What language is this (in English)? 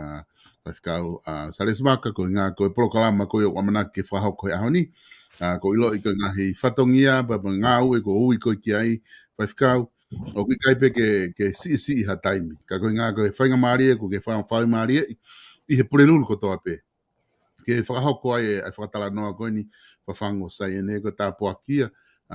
Tongan